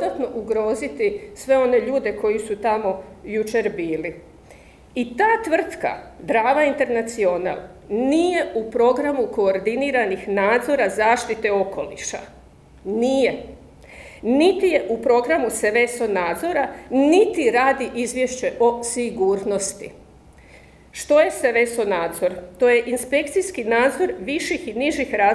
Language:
Croatian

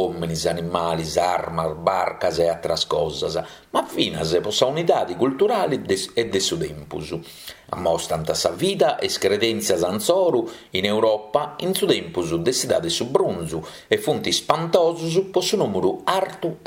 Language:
Sardinian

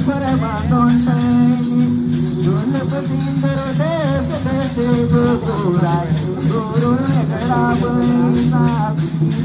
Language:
Santali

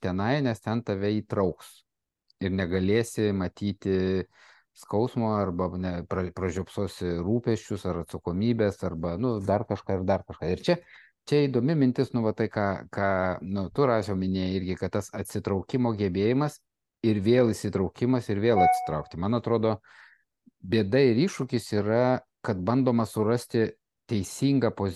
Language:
Lithuanian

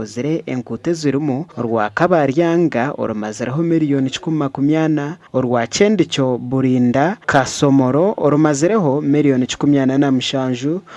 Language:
Nyankole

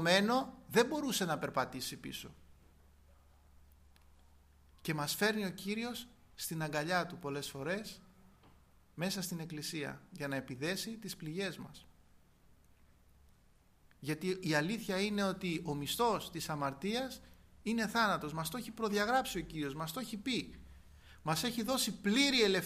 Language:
Greek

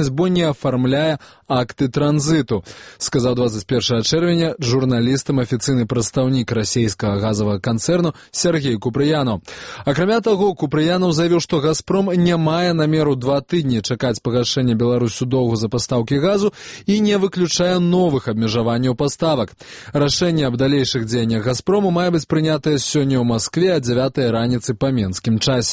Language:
Belarusian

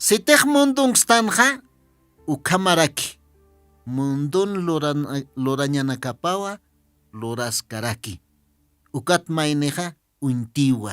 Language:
Aymara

